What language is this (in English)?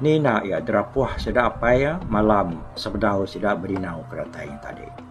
Iban